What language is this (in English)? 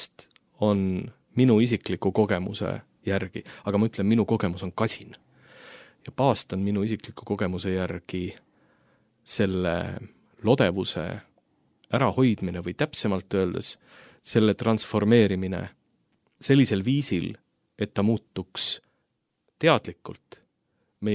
Estonian